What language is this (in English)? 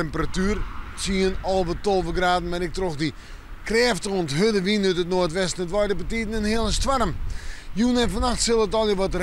Western Frisian